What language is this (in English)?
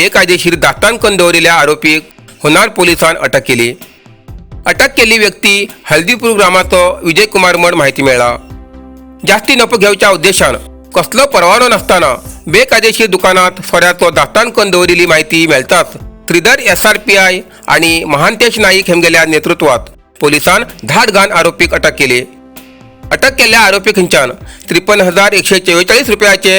Konkani